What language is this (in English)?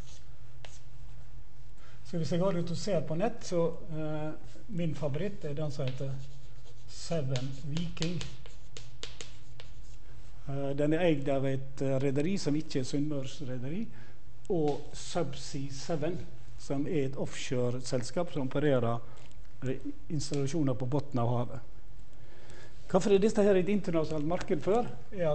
Norwegian